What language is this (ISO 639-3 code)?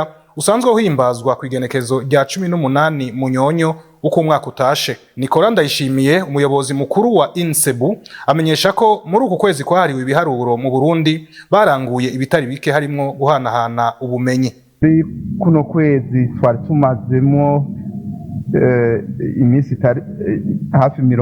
run